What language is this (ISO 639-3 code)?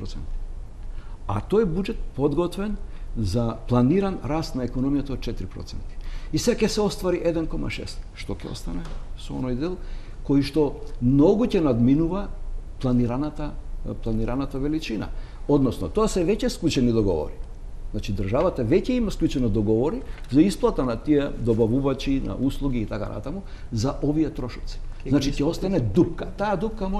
mkd